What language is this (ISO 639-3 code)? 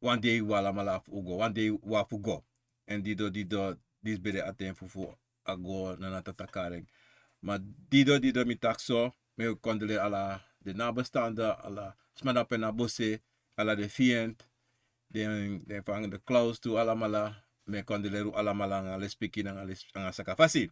srn